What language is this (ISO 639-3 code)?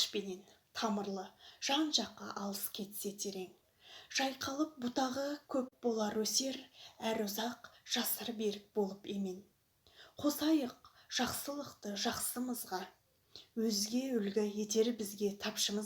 kaz